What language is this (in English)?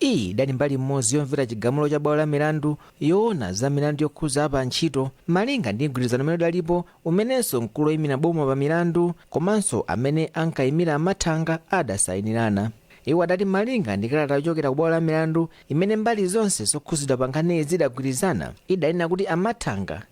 Nyanja